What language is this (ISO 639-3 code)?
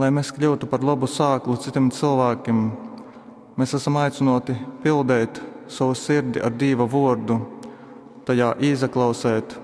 ltg